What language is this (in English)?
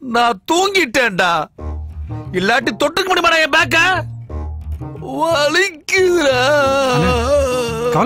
Tamil